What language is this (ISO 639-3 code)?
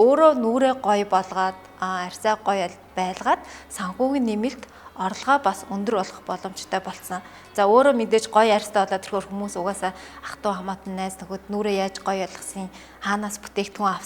mon